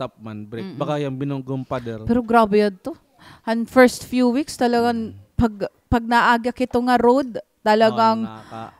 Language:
Waray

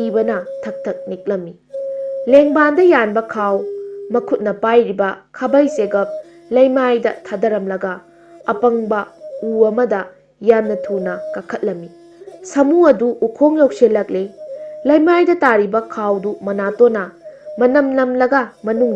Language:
Manipuri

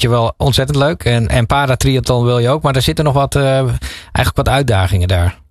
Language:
Dutch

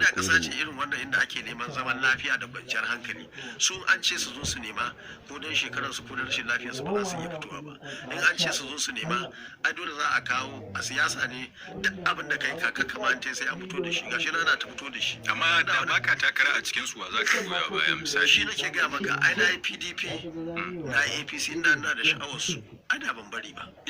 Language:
Hausa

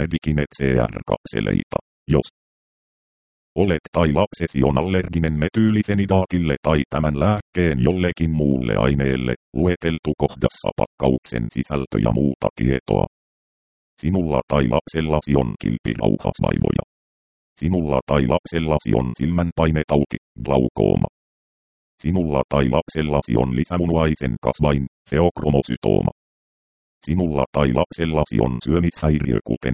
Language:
Finnish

